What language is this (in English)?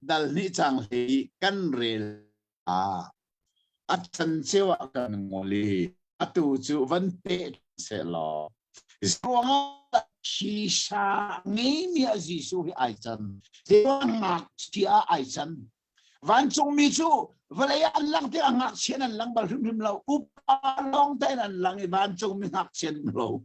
Hakha Chin